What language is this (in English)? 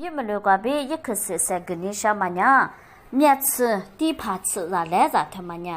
Lisu